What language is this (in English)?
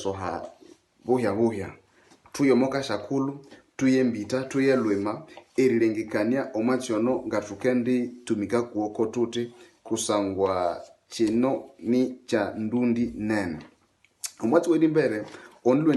Nande